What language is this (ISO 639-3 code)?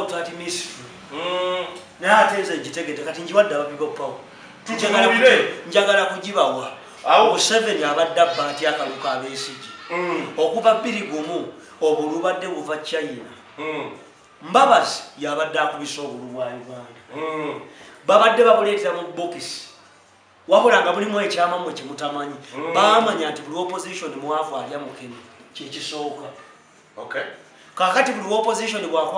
lug